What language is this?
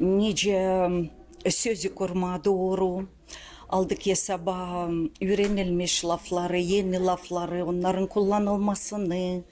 Gagauz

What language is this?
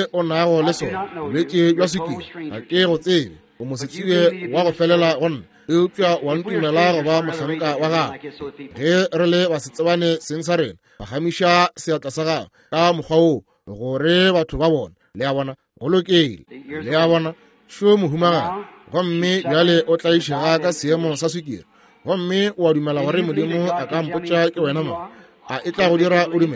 Northern Sotho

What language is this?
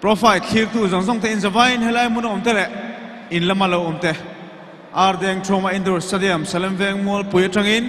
Mizo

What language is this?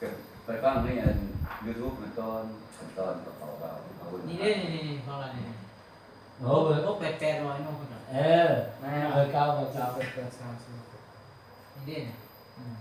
Lao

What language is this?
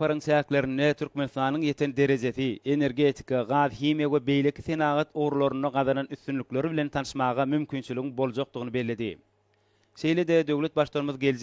Turkmen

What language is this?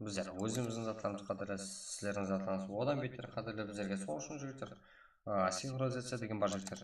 Kara-Kalpak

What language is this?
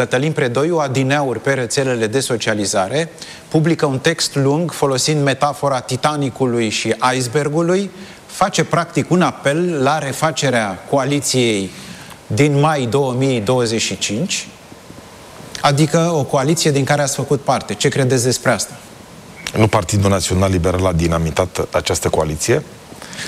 Romanian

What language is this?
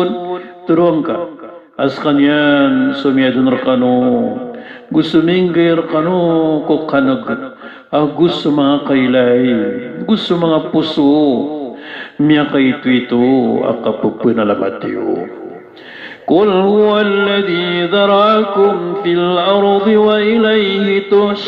Maranao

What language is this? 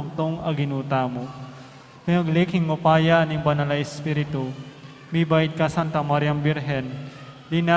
Pampanga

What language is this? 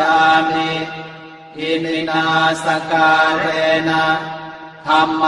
Pali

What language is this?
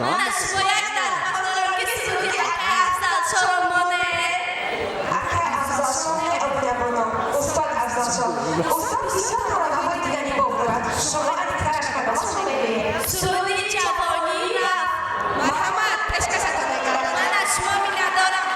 Tajik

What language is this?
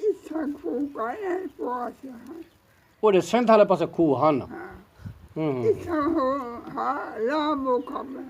Saraiki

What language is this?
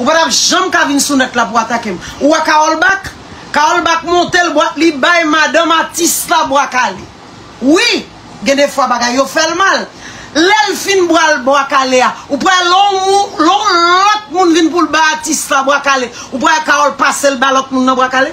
Haitian Creole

